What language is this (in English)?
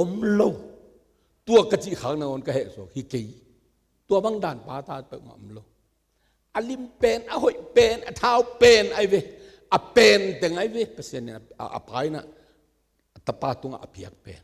Tedim Chin